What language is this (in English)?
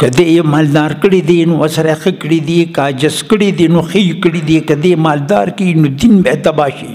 Pashto